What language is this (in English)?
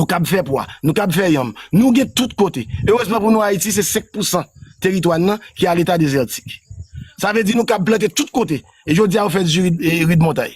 Haitian Creole